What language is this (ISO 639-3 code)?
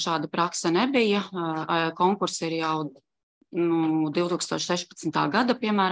lav